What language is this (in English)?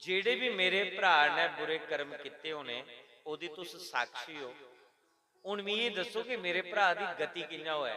Dogri